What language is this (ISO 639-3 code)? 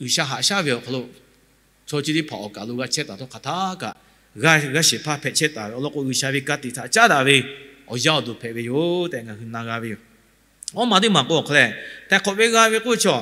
lhu